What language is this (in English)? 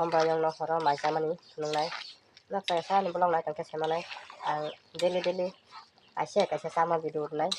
Kok Borok